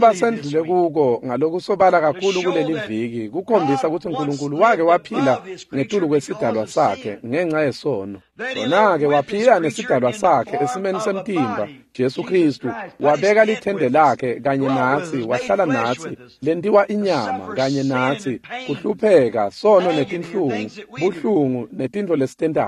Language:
Swati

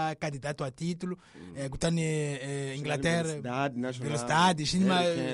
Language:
Tsonga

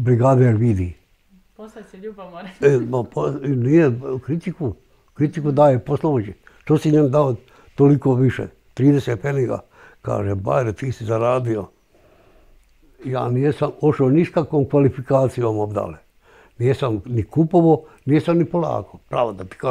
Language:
Bosnian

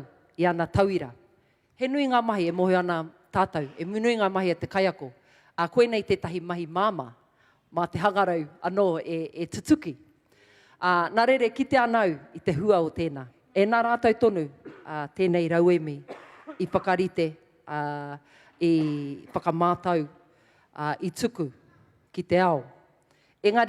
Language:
Māori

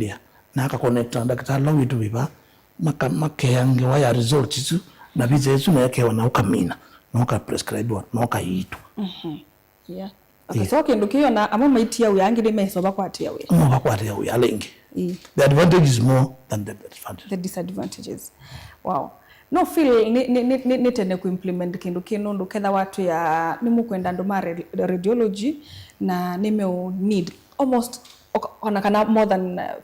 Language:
Kamba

